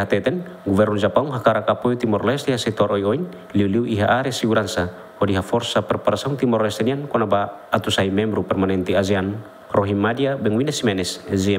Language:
Tetum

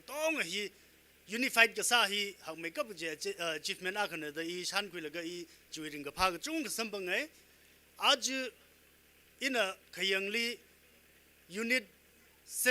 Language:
Tangkhul Naga (India)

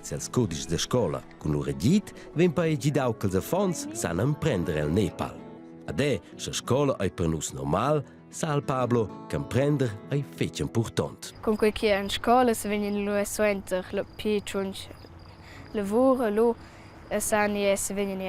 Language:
Romansh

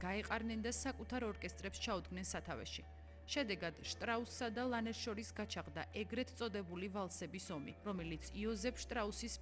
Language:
Georgian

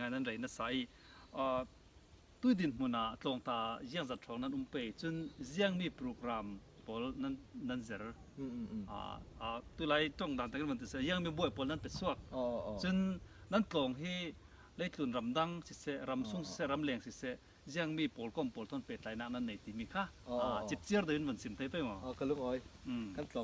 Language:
Falam Chin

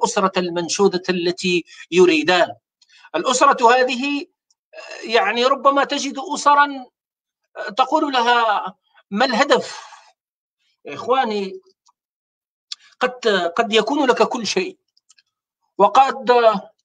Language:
Arabic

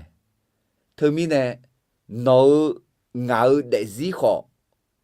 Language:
Akha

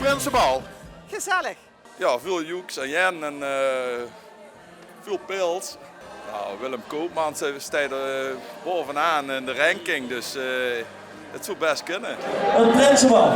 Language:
Limburgish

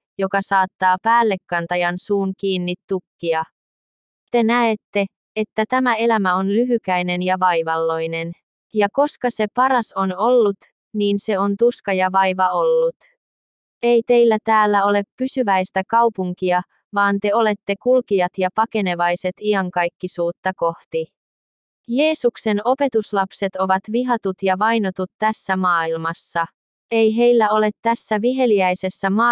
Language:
Finnish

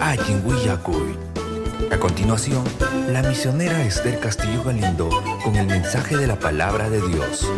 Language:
Ayacucho Quechua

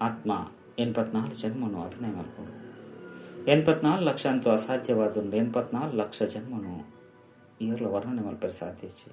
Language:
Tulu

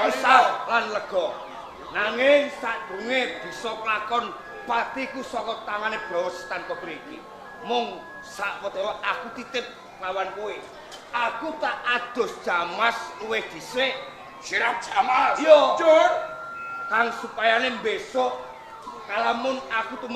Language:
Javanese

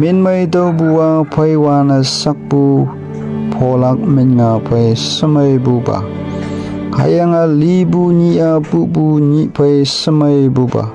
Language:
Konyak Naga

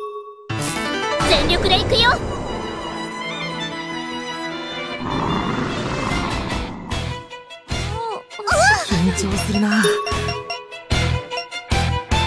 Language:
Japanese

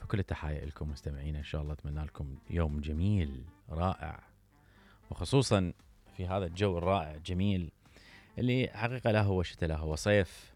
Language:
Mesopotamian Arabic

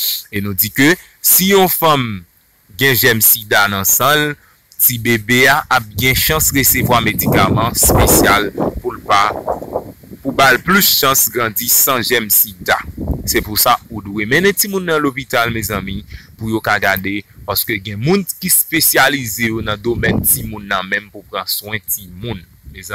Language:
Haitian Creole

